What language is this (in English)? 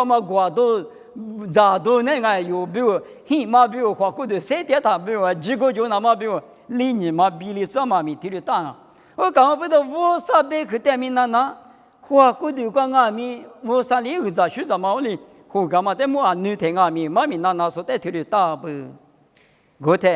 Lisu